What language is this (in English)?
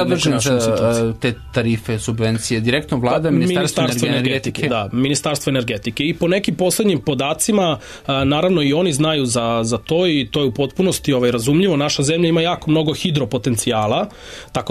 Serbian